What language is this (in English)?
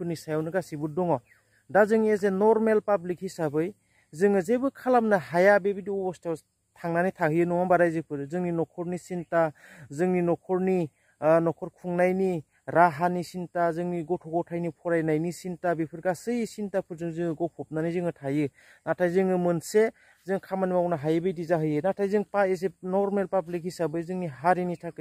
Bodo